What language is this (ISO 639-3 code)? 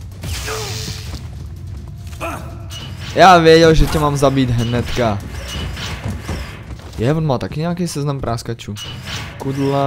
ces